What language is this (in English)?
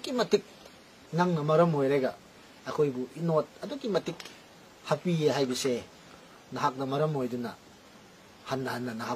Manipuri